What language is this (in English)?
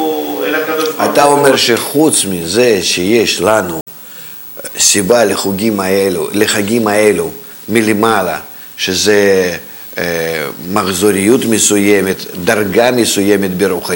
Hebrew